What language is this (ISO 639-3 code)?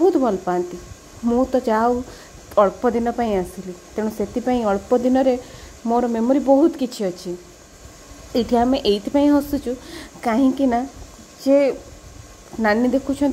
ori